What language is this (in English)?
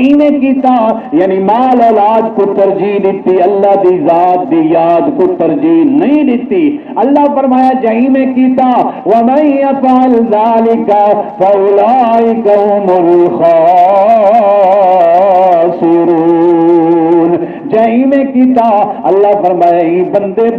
Saraiki